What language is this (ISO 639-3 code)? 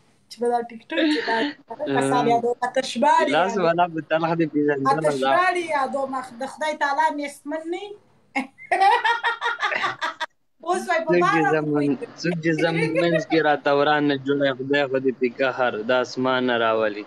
pus